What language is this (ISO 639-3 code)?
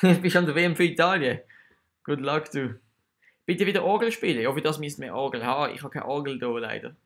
gsw